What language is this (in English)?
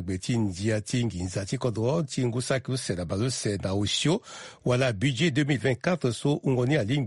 Sango